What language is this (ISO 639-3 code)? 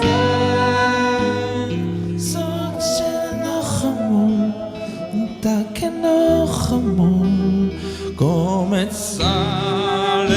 yid